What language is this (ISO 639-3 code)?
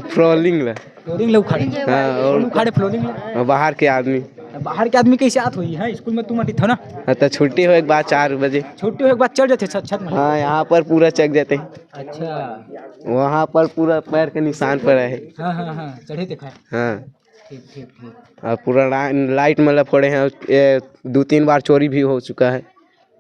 hne